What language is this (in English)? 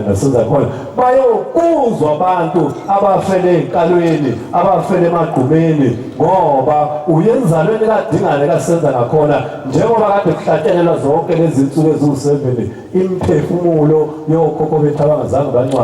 Zulu